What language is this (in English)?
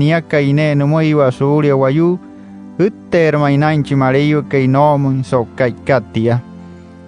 Wayuu